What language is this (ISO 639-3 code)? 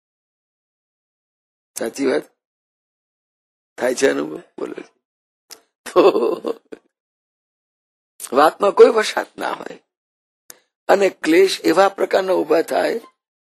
guj